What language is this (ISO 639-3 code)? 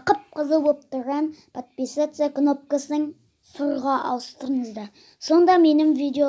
kaz